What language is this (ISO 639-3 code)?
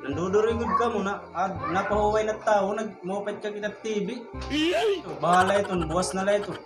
war